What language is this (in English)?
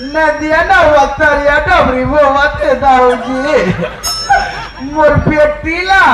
Chhattisgarhi